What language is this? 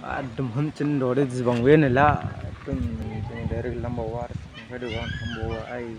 Dimasa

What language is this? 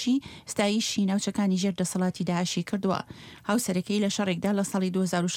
Central Kurdish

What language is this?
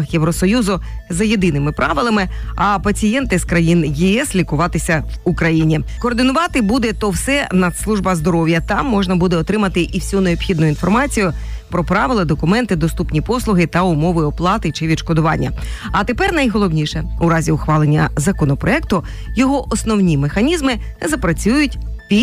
Ukrainian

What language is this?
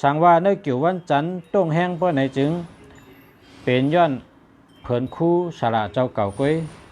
Shan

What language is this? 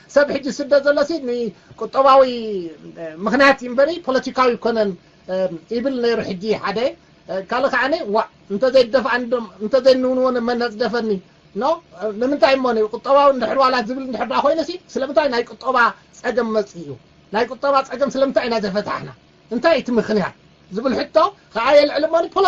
Tigrinya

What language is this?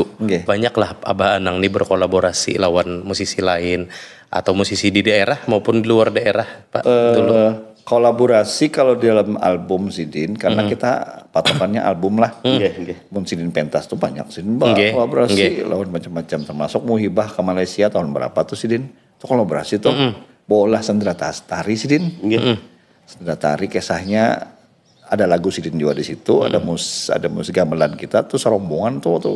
Banjar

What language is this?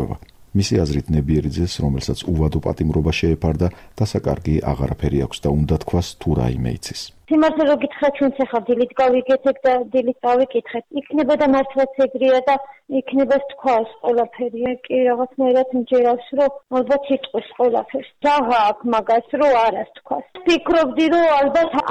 Georgian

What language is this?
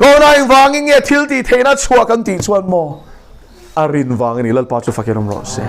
Mizo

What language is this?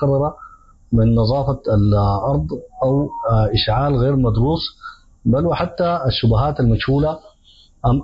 Sudanese Arabic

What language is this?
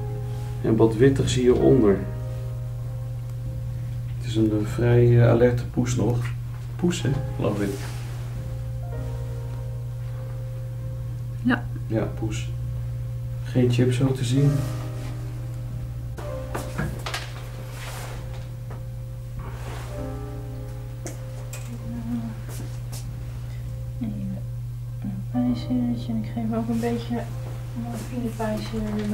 Dutch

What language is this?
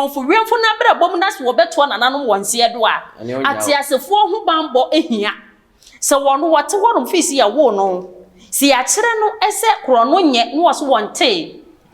Akan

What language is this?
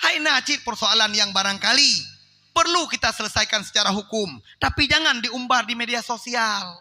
Achinese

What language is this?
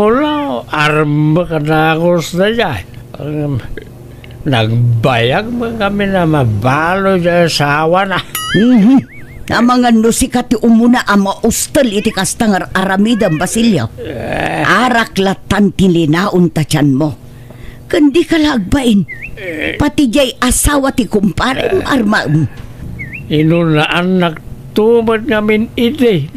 Iloko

